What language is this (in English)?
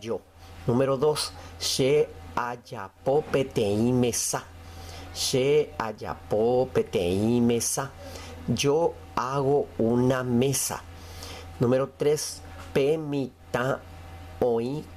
Guarani